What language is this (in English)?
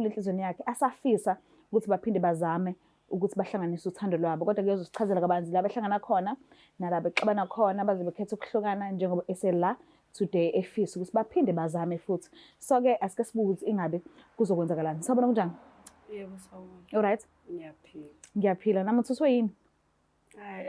Zulu